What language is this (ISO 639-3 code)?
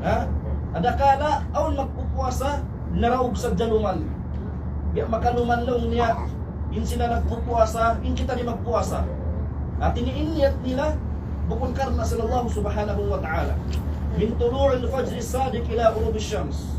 tsg